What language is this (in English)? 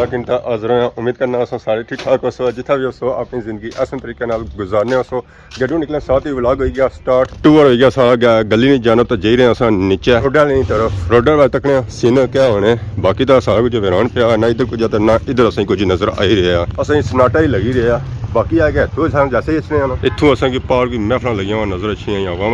Pahari-Potwari